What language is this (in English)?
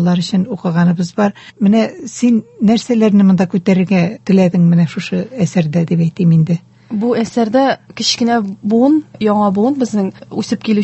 Tatar